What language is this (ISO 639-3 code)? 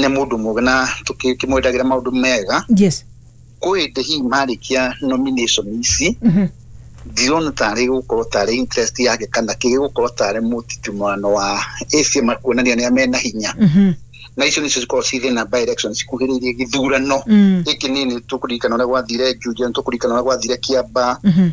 kik